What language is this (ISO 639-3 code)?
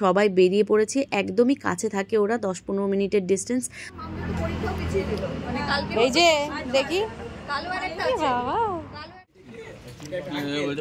ben